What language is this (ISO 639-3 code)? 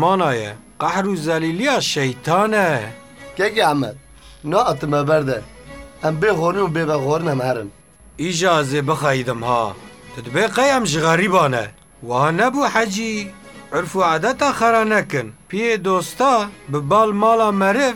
kur